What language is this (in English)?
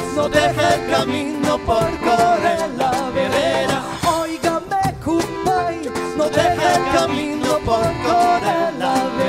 Spanish